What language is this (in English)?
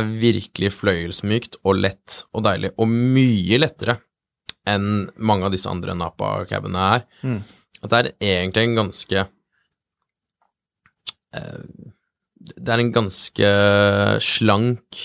Norwegian